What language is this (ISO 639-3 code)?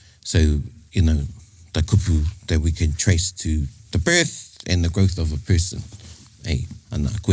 mri